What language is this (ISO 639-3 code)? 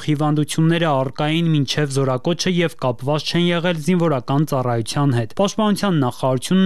hye